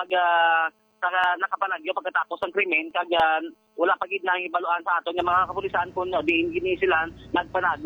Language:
Hiligaynon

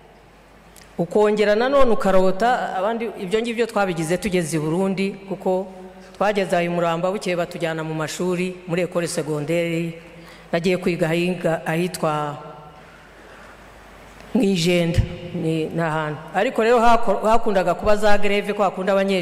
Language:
Kinyarwanda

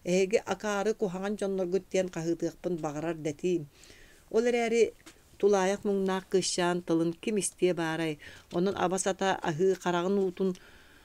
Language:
Yakut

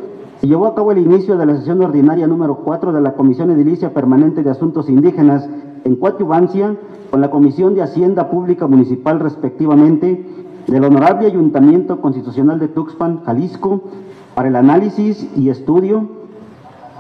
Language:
Spanish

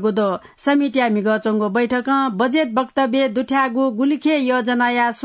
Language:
Newari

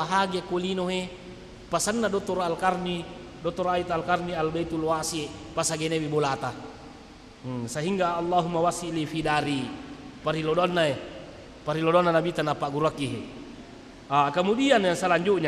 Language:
Buginese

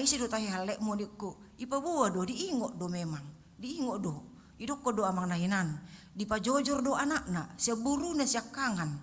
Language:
Batak Toba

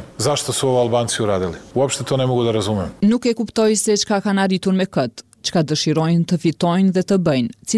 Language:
Albanian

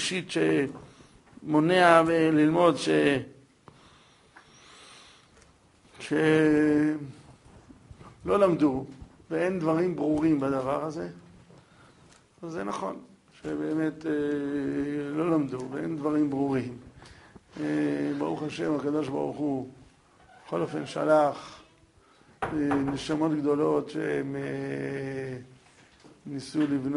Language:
Hebrew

